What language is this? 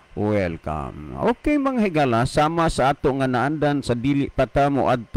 Cebuano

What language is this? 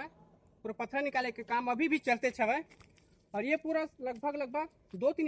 Chhattisgarhi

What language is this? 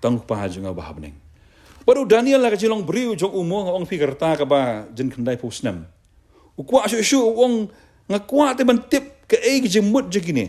Khasi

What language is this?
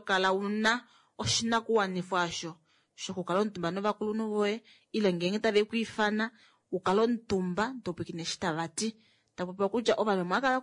Kuanyama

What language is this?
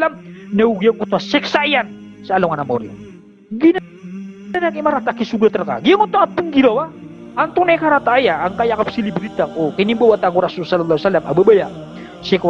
Maranao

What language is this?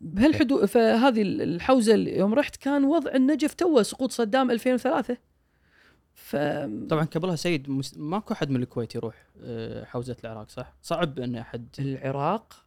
Gulf Arabic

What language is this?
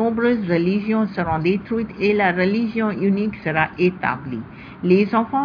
French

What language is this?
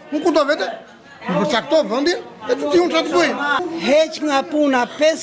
Albanian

